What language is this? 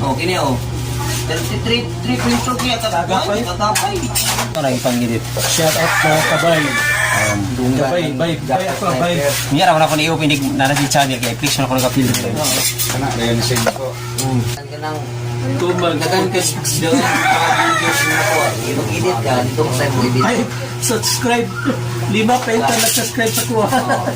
Cebuano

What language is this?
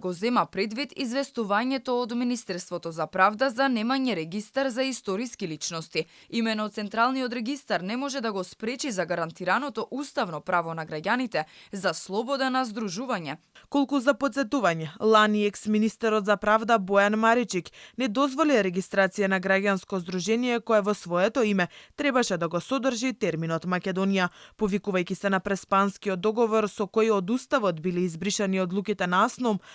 Macedonian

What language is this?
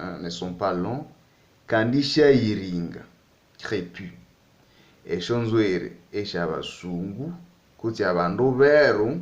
Nande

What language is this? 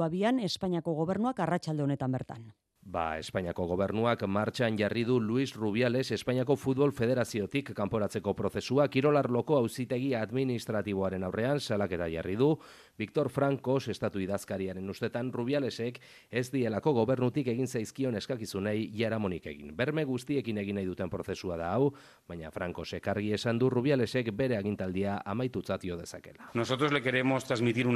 Basque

